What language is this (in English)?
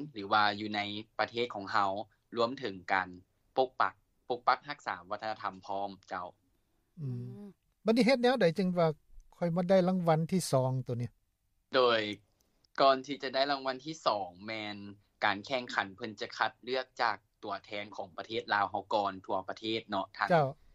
Lao